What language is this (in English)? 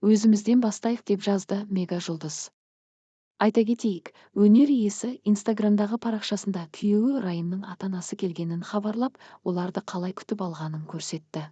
Kazakh